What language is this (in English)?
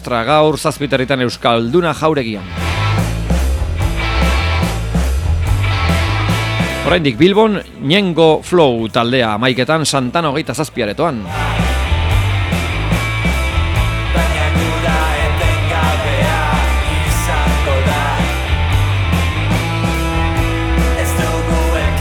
Basque